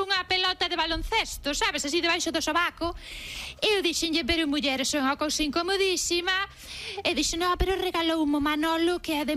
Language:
Galician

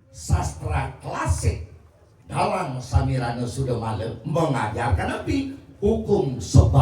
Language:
Balinese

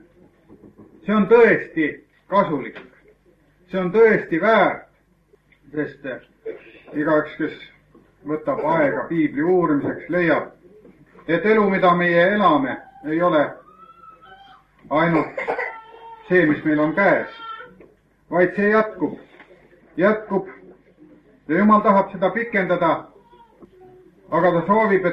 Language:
Estonian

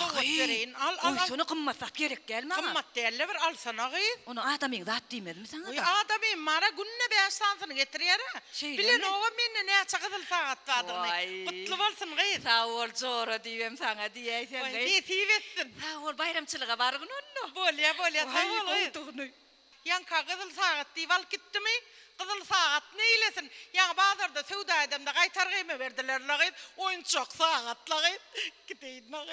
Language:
Turkmen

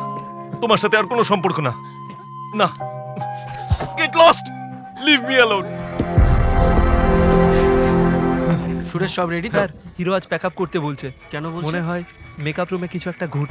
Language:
Bangla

